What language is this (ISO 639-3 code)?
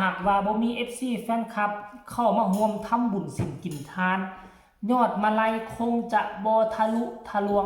tts